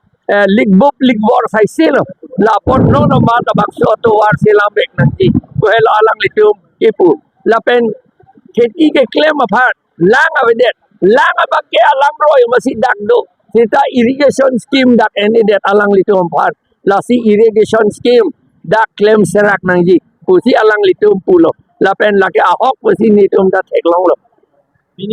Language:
Karbi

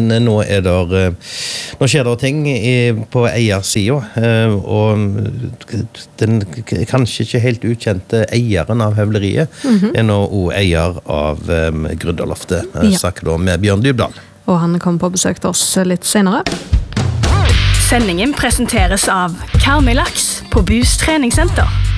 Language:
Norwegian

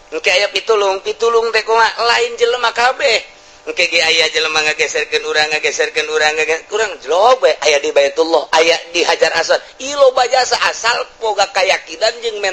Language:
Sundanese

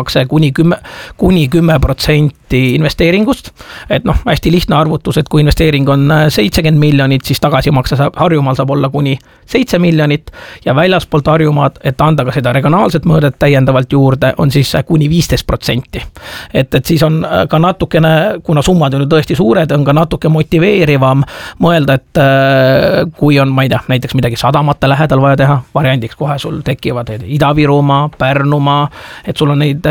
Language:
Estonian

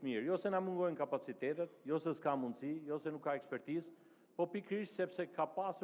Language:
Albanian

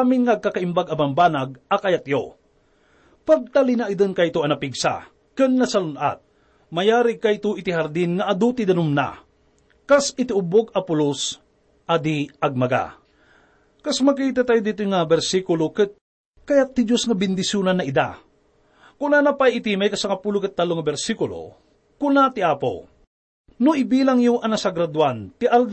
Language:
Iloko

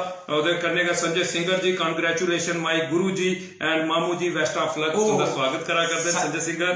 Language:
Dogri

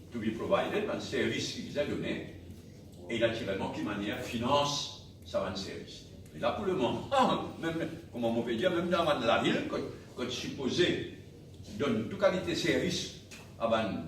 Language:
Morisyen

